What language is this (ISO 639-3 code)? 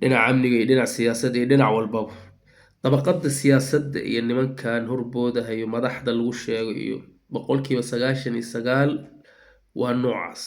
som